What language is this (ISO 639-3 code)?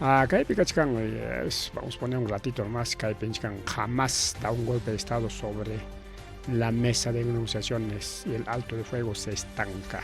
quy